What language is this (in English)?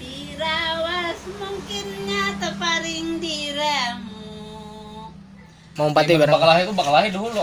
Banjar